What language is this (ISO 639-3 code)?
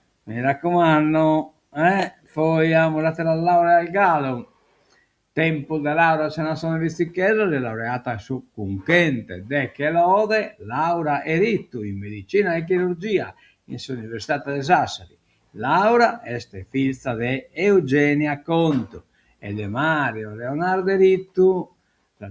srd